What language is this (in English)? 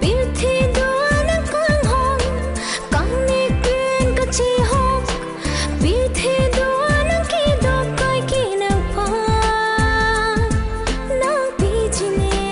Karbi